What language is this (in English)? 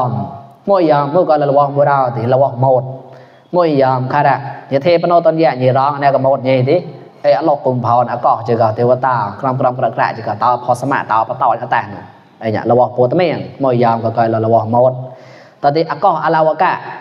Mon